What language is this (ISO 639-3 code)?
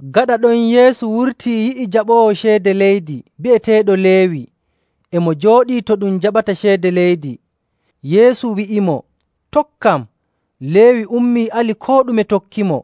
fuv